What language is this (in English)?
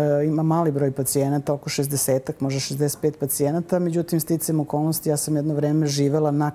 Serbian